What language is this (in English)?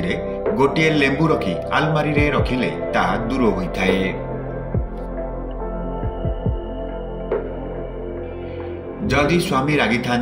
Odia